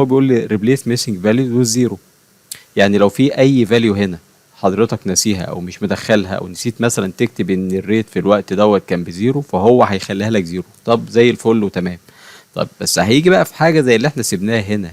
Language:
Egyptian Arabic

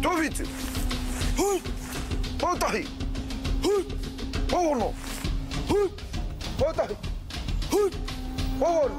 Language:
Māori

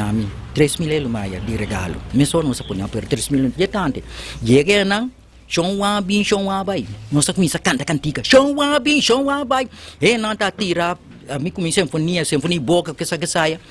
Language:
Papiamento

